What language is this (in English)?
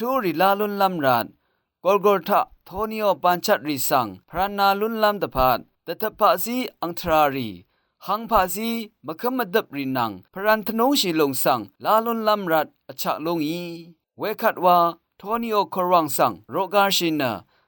Rawang